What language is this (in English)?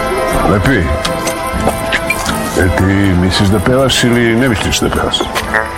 Serbian